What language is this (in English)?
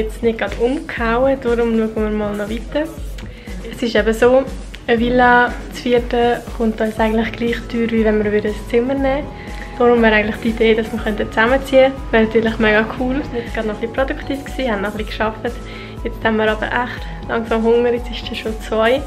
Swiss German